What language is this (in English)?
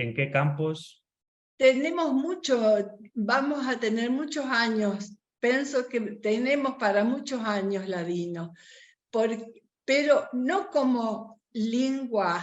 Ladino